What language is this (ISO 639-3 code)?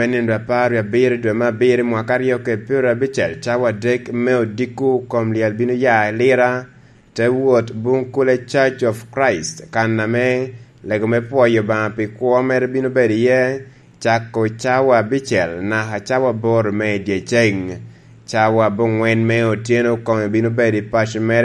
laj